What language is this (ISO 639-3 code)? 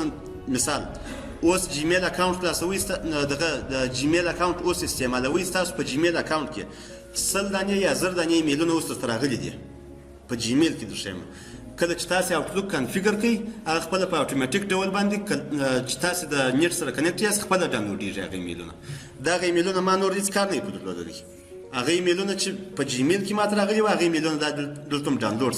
pus